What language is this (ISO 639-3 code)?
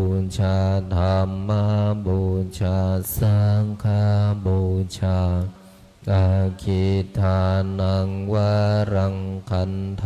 pli